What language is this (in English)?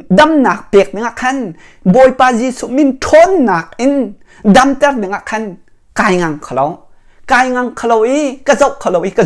Hakha Chin